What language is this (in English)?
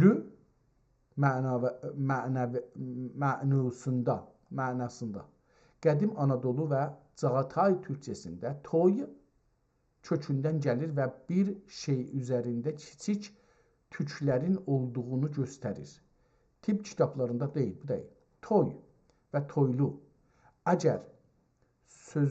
South Azerbaijani